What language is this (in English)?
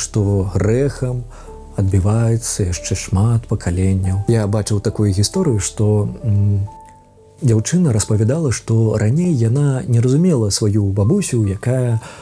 Belarusian